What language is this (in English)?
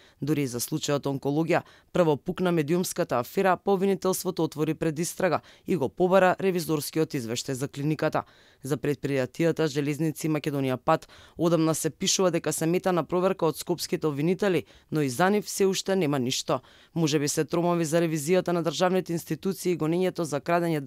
Macedonian